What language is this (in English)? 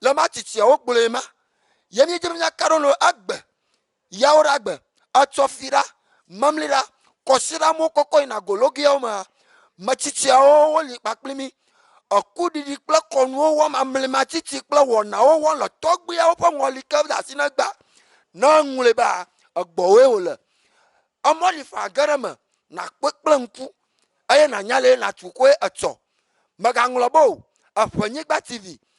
Ewe